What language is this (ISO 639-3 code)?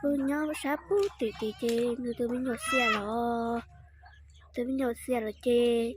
hmn